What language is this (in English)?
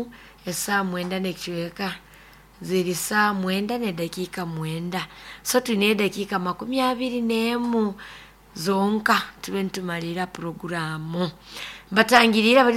Nyoro